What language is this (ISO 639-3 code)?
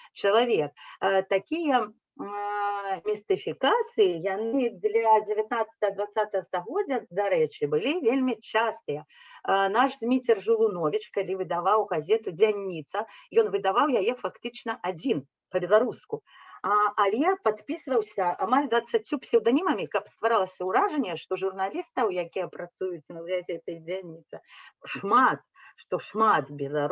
bel